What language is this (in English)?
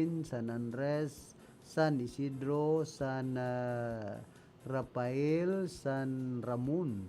Bikol